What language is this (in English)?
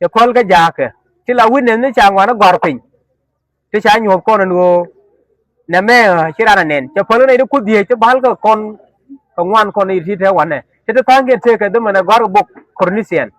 Nuer